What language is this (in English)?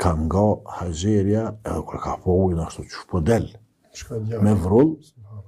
Albanian